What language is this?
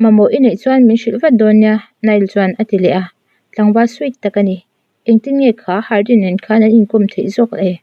Mizo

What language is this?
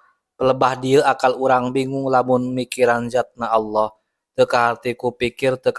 Sundanese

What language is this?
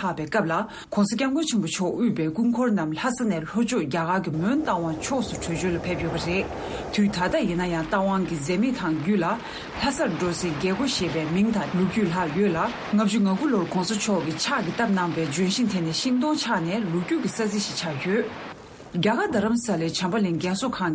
Tibetan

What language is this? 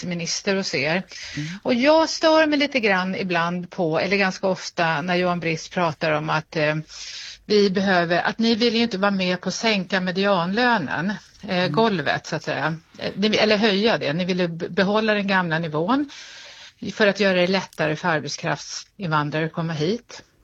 Swedish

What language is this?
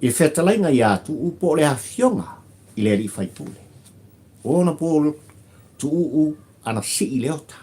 Samoan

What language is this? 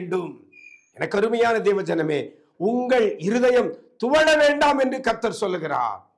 Tamil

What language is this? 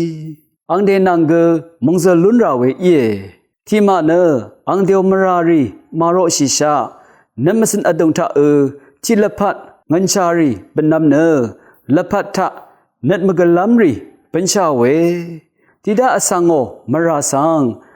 Rawang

